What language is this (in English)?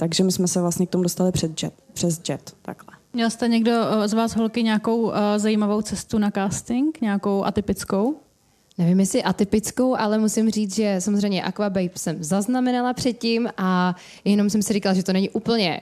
Czech